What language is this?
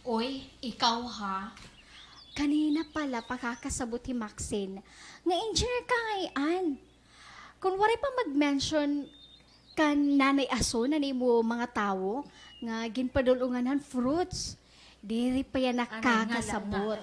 Waray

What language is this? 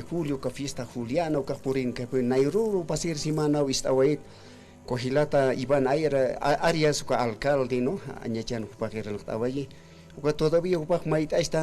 Aymara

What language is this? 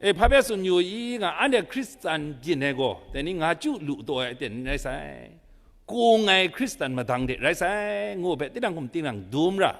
Kachin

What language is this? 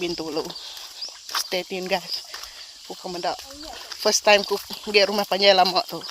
Iban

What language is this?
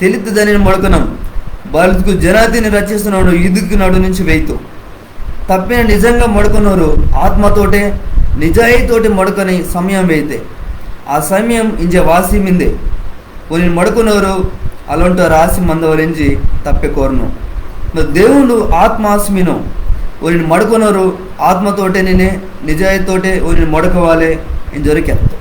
Koya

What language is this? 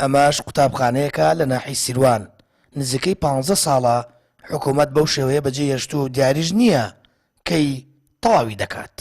Central Kurdish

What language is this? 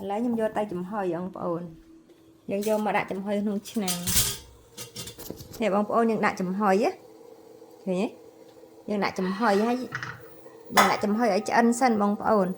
Khmer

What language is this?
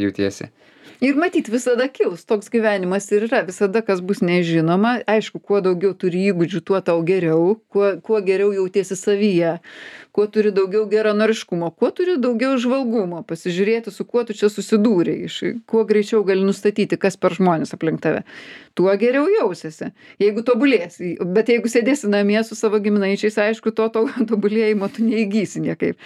Lithuanian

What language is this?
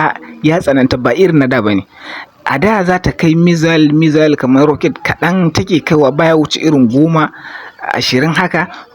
Hausa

